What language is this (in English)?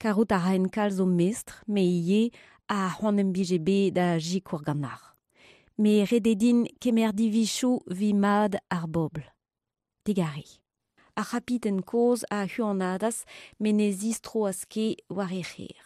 Breton